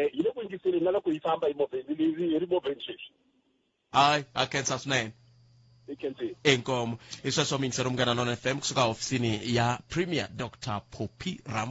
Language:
Tsonga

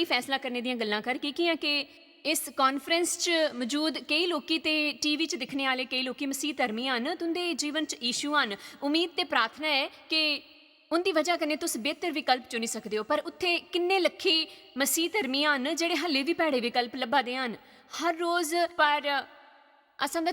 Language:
Dogri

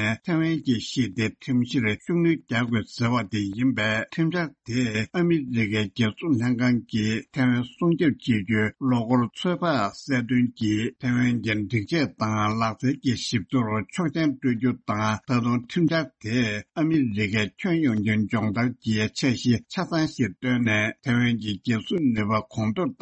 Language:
Tibetan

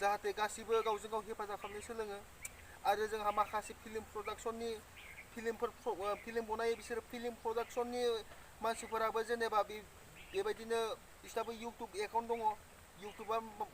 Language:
Bodo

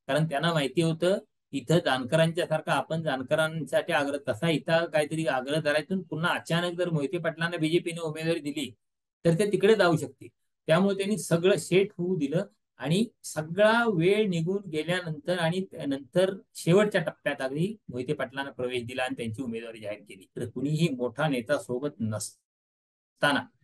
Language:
Marathi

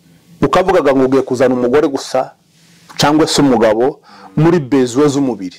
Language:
Kinyarwanda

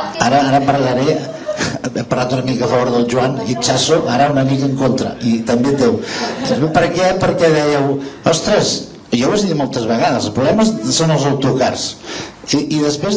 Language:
Catalan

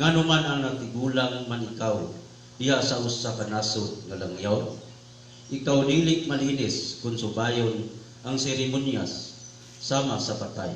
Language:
Cebuano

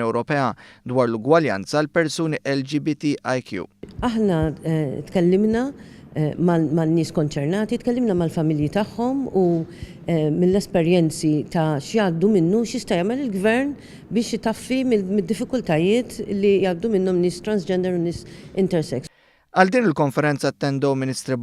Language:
Maltese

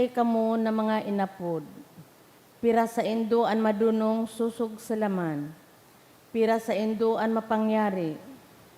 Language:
Bikol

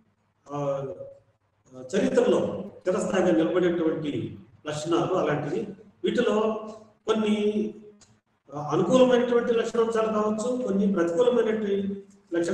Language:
Telugu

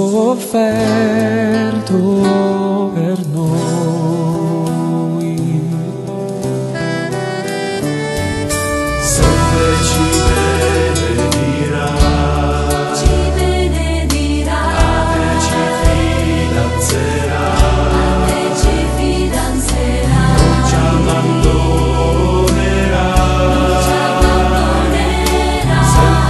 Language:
Italian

